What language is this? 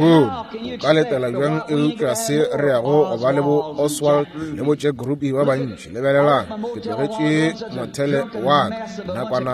Northern Sotho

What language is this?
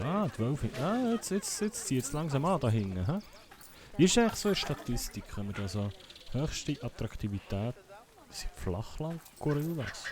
Swiss German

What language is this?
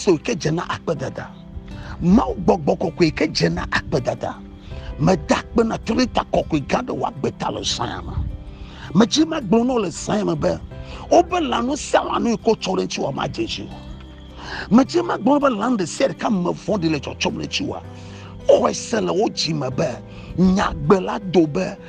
Ewe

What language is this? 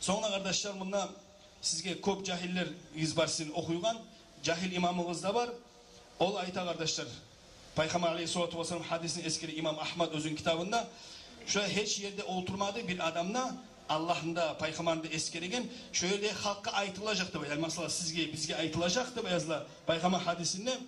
Kumyk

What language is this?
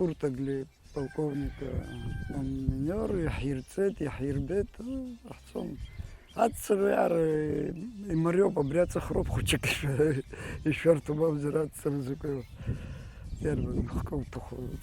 Abkhazian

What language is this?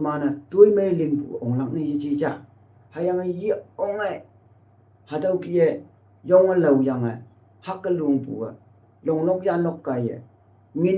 Konyak Naga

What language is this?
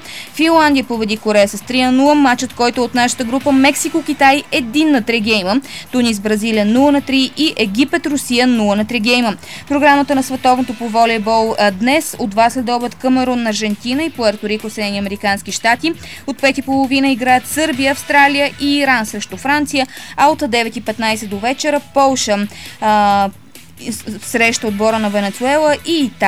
Bulgarian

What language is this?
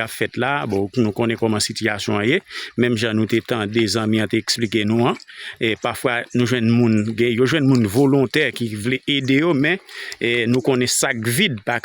Haitian Creole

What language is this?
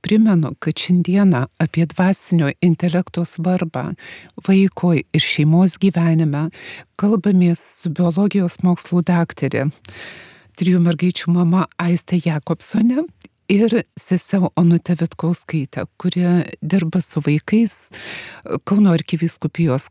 Lithuanian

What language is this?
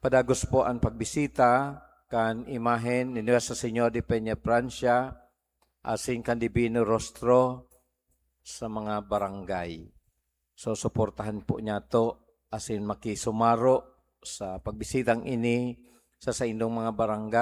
Bikol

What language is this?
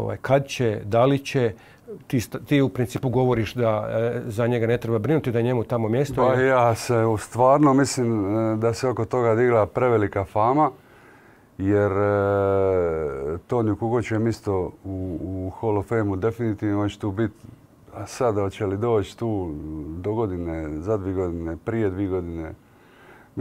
Croatian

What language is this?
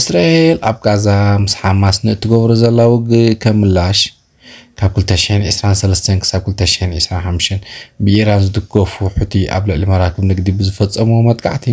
Tigrinya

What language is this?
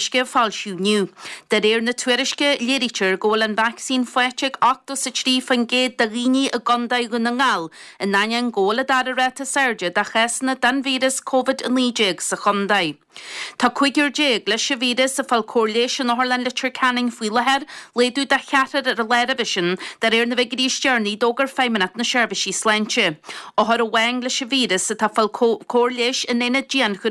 Irish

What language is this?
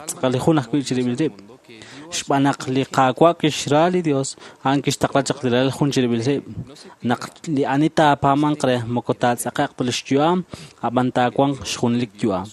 Kekchí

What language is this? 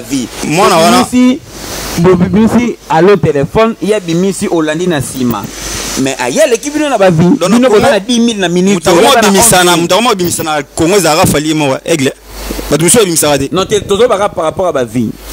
Lingala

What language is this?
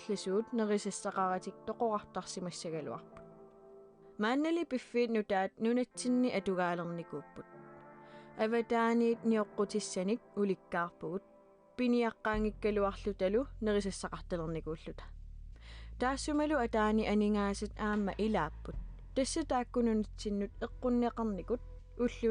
Kalaallisut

